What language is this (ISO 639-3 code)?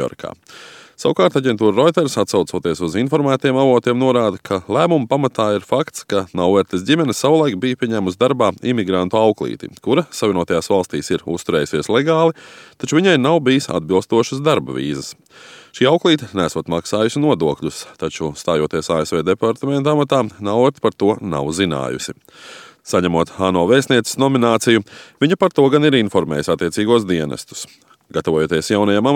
lav